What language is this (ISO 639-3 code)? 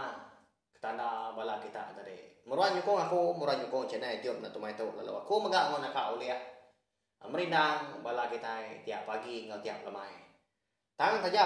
iba